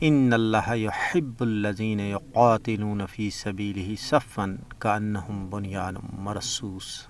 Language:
Gujari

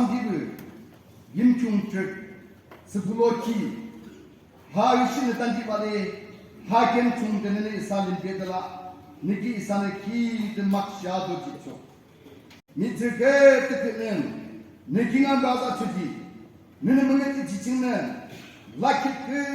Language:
Naga Pidgin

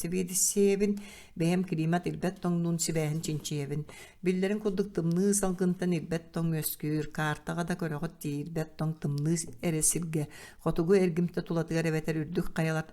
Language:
Yakut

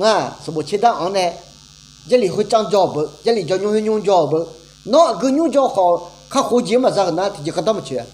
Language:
Akha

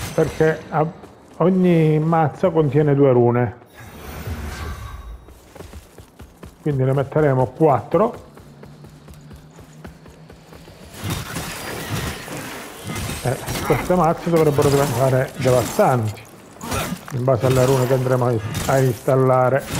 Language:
Italian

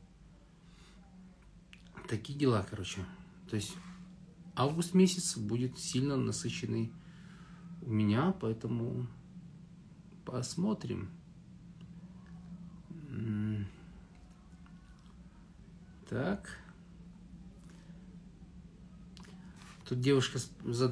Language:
Russian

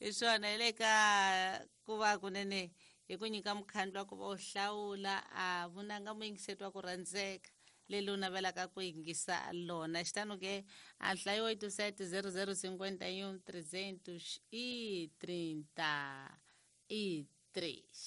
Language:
Tsonga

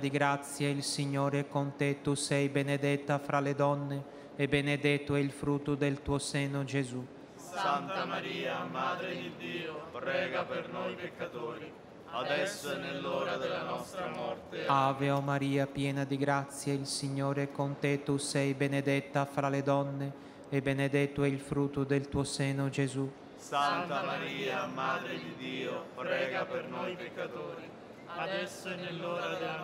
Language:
Italian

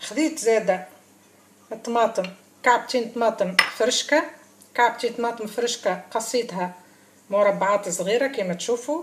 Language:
Tunisian Arabic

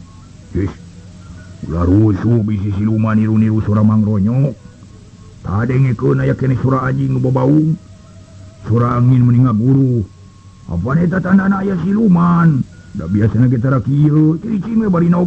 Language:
Sundanese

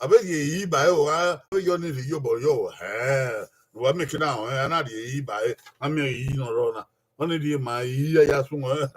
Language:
Bini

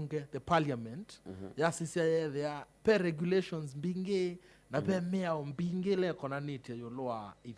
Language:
Kamba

